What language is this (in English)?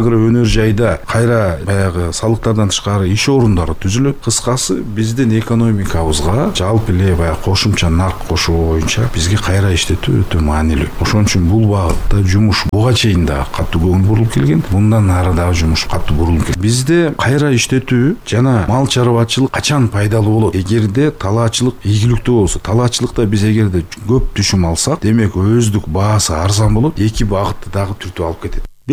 Kyrgyz